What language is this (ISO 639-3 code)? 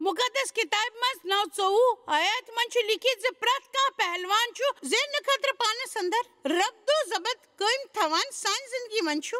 kas